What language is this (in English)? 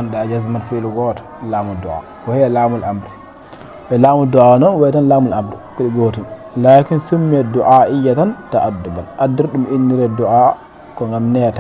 Fula